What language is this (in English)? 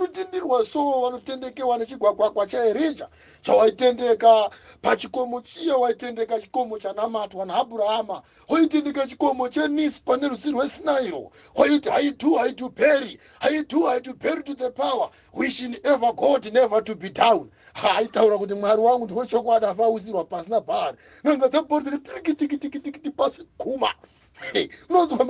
Shona